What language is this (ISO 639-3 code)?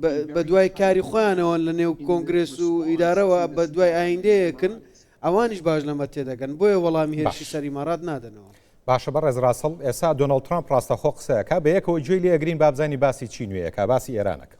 ckb